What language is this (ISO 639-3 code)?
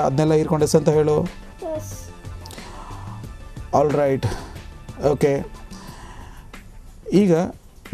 kan